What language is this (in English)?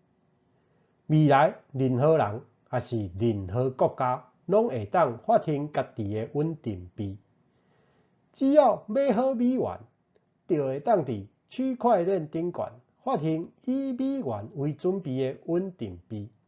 Min Nan Chinese